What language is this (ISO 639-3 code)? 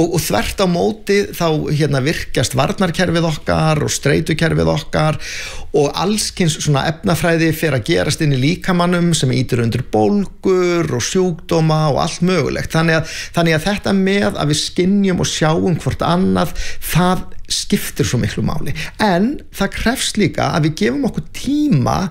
isl